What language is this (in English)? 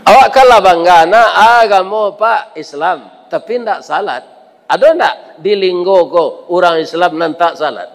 Minangkabau